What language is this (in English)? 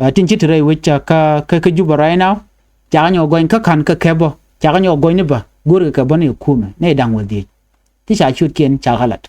Nuer